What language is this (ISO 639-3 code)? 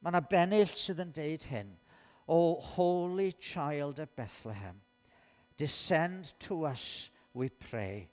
cym